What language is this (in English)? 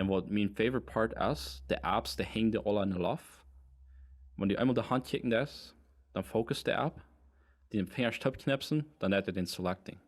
Plautdietsch